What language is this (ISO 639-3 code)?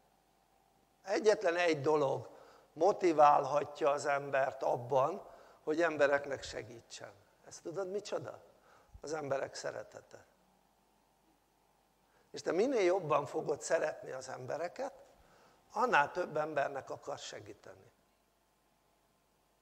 hun